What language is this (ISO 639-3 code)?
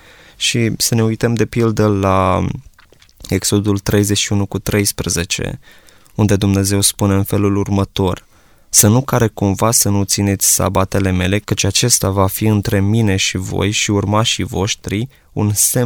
ron